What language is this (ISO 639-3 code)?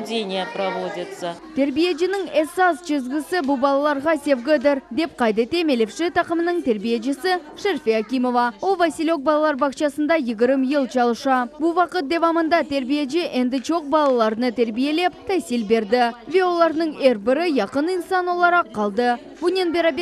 crh